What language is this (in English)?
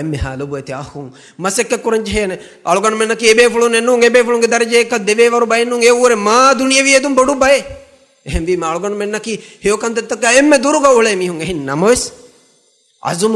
Divehi